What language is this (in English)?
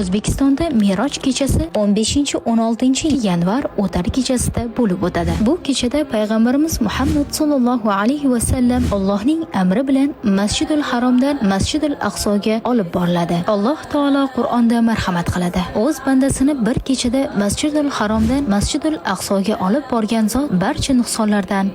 Uzbek